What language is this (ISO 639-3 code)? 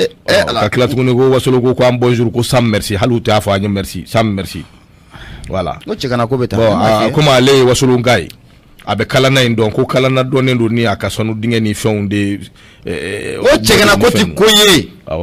bam